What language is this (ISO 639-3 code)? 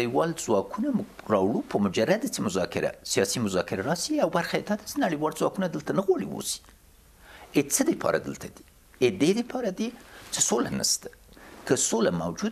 pus